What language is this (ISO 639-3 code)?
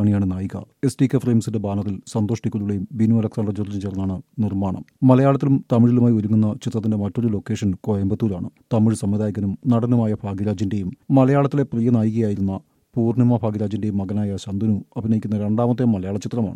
mal